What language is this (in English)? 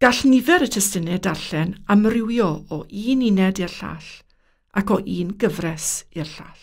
Welsh